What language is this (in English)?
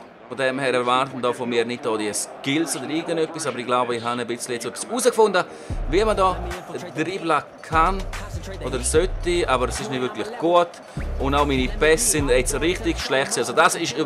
Swiss German